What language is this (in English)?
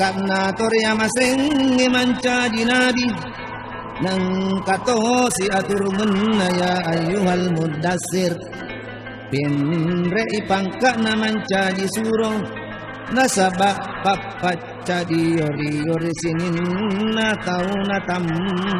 Buginese